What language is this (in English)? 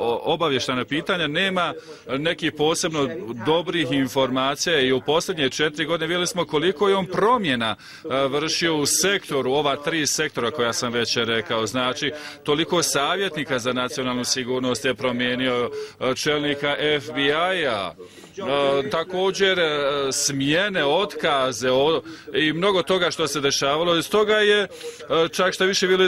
Bosnian